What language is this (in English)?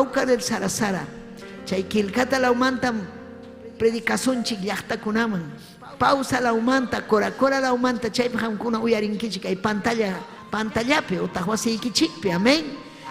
Ayacucho Quechua